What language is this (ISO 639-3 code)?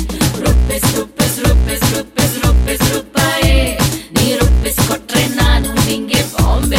kan